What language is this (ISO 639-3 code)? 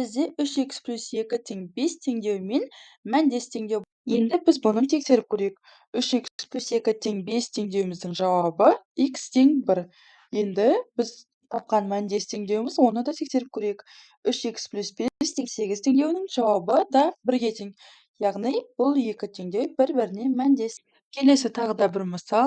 kaz